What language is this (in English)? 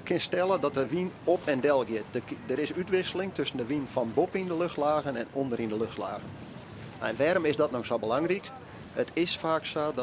Western Frisian